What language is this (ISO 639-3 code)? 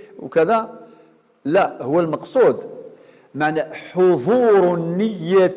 arq